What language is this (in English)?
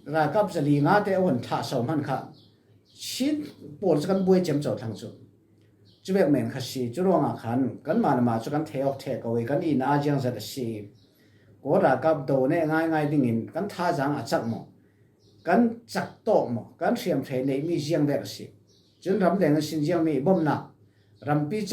Falam Chin